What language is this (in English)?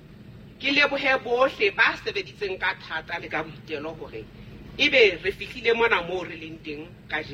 Southern Sotho